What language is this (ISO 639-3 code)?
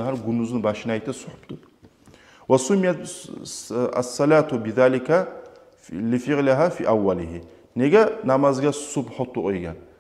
kum